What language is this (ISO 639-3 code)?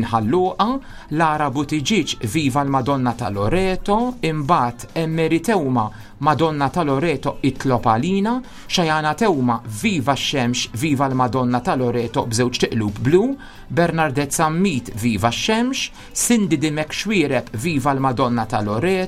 mlt